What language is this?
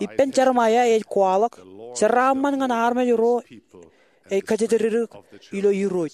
Marshallese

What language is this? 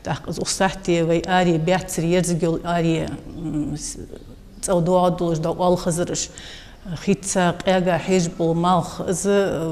Ingush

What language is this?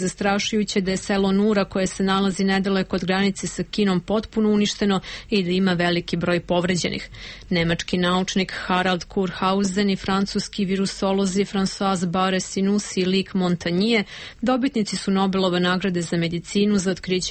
Serbian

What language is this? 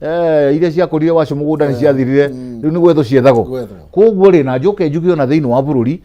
Kikuyu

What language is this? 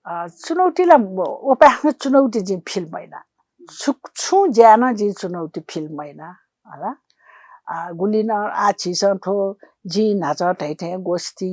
Newari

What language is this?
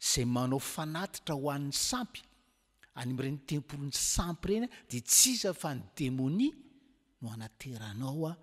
Malagasy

